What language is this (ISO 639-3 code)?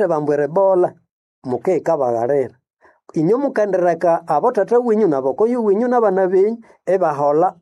nnb